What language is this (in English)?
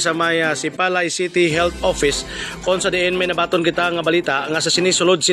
Hiligaynon